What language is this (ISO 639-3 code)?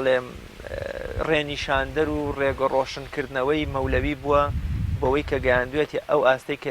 ckb